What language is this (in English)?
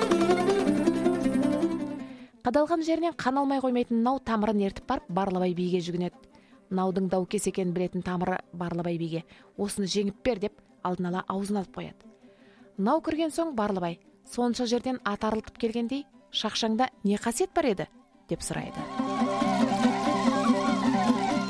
Kazakh